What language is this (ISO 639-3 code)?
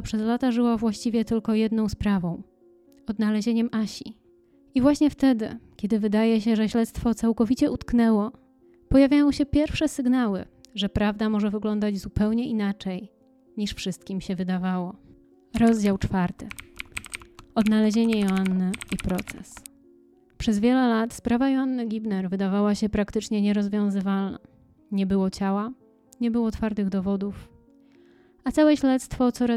pol